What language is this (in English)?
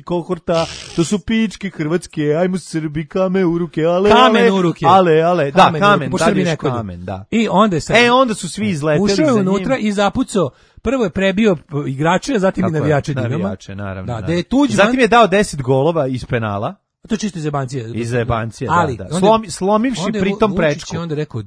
Serbian